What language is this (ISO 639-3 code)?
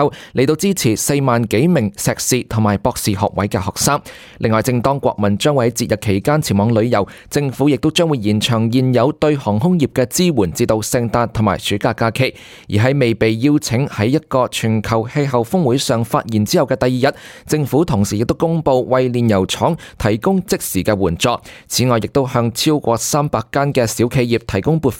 yue